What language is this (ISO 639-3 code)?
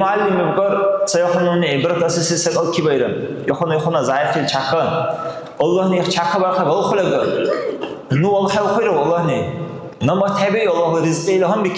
dar